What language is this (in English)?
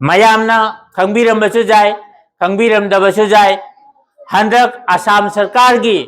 Manipuri